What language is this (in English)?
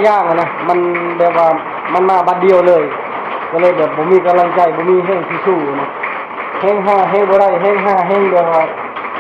Lao